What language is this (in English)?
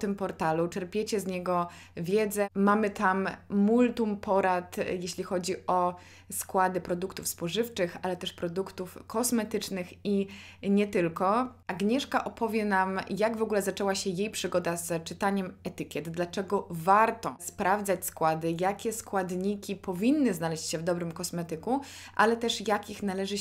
Polish